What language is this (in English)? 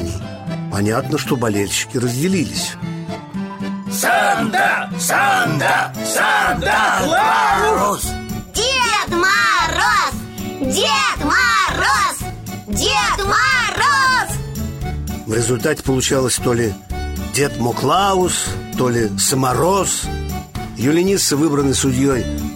Russian